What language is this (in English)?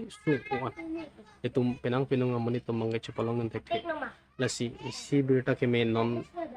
Karbi